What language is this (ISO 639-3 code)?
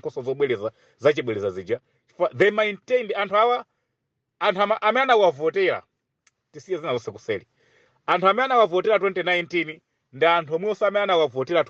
nya